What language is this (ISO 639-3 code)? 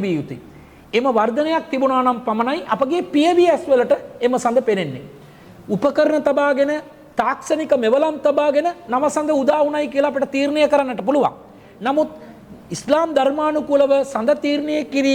sin